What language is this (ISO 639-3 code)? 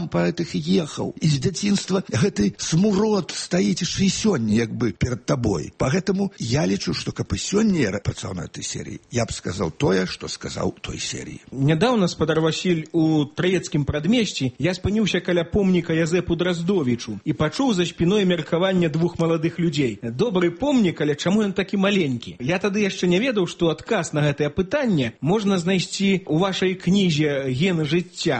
bel